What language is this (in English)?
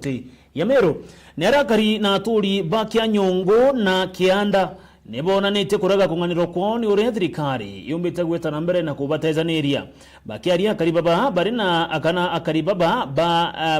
Meru